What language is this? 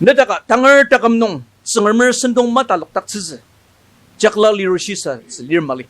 Ao Naga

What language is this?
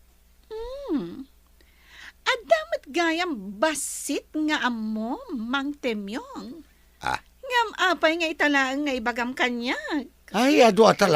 Iloko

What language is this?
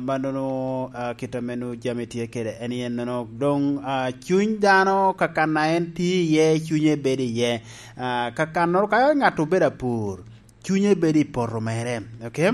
Lango (Uganda)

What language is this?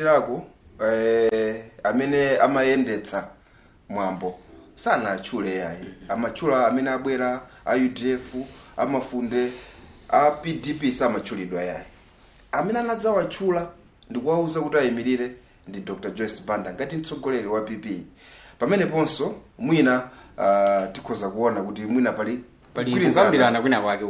Nyanja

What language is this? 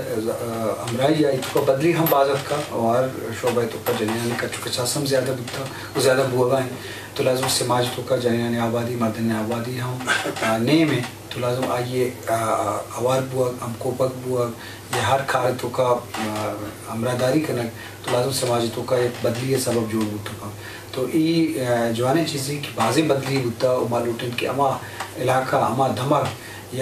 Eastern Balochi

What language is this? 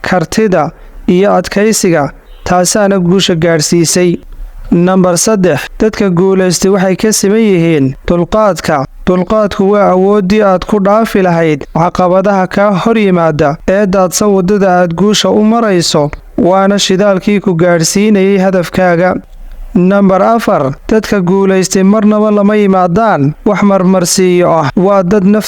Somali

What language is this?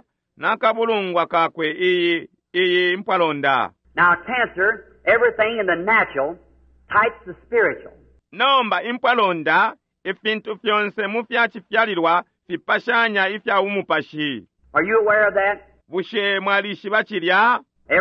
Bemba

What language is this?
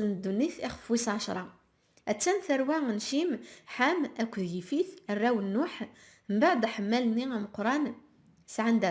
Kabyle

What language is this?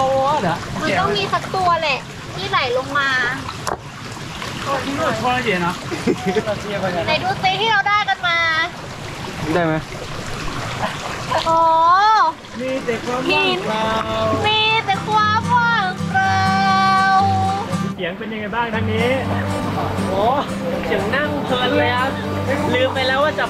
Thai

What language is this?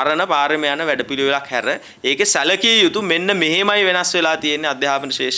Sinhala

